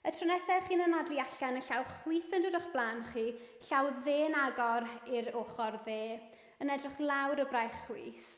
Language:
Welsh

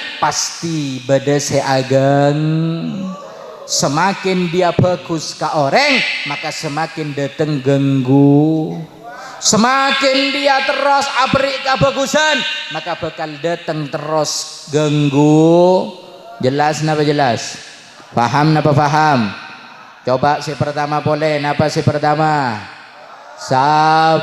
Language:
Madurese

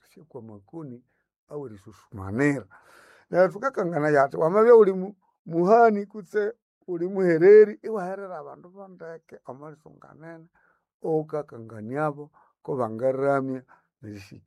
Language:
Nande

